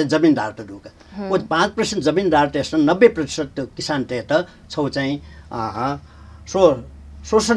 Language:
Newari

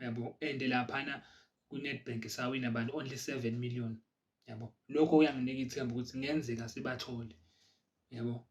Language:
Zulu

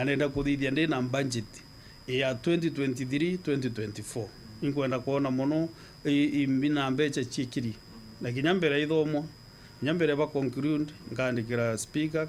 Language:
Meru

